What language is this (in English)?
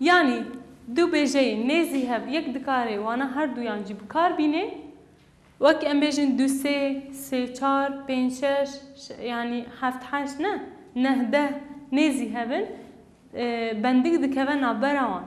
Kurdish